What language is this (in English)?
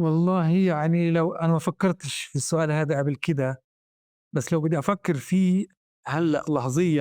North Levantine Arabic